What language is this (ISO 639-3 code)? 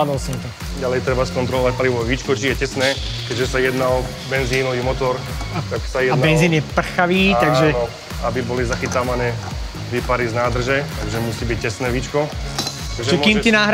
slk